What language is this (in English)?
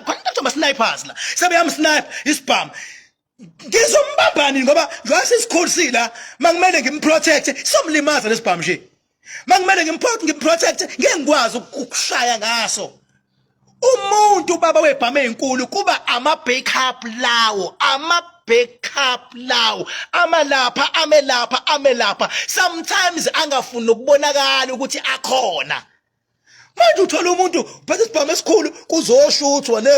Zulu